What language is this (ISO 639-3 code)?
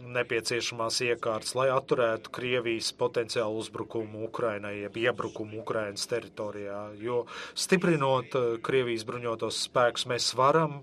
lav